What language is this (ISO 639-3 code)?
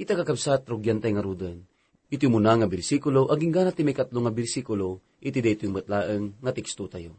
ilo